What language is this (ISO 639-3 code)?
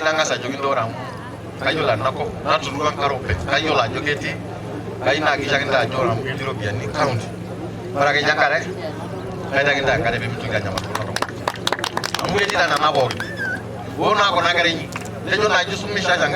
mas